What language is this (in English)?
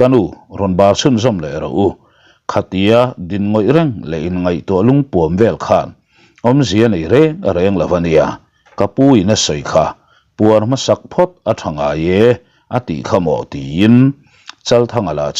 Mizo